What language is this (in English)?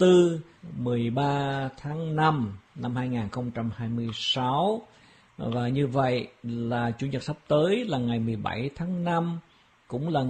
Vietnamese